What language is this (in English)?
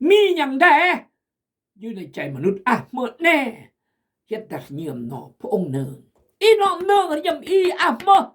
Khmu